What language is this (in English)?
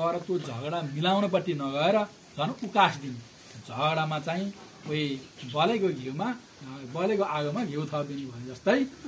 Nepali